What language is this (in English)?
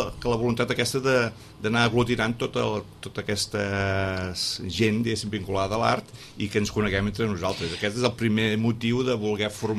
Catalan